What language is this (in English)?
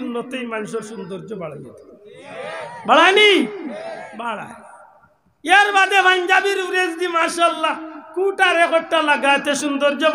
Sylheti